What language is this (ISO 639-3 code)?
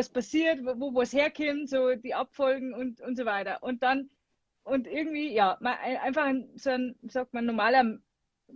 bar